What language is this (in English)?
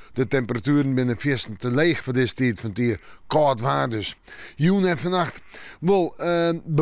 Western Frisian